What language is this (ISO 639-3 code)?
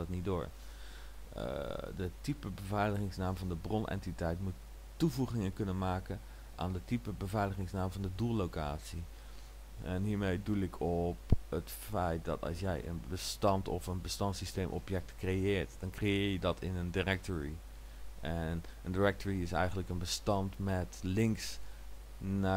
nld